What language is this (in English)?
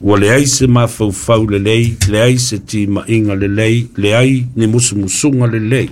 Samoan